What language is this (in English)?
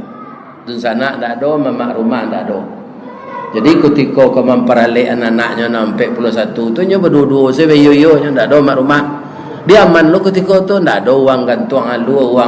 Minangkabau